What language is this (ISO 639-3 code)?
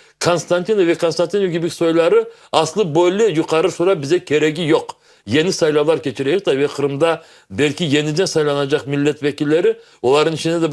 crh